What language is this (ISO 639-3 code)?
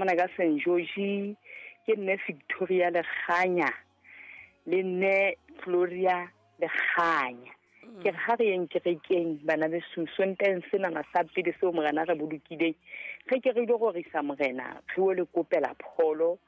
sot